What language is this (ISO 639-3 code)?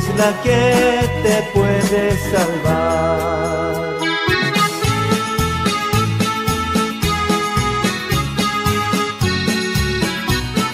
spa